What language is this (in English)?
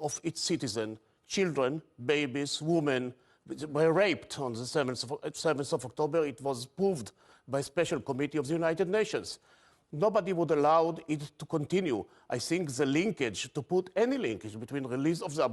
English